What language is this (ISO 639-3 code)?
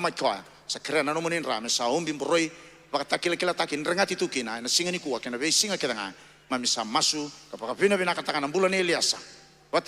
fij